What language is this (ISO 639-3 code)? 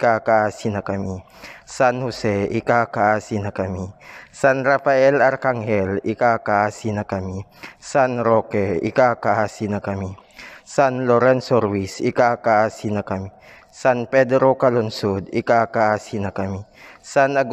ilo